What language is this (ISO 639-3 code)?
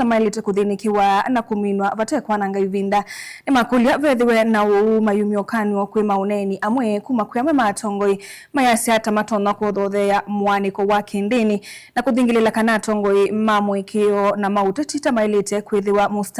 kam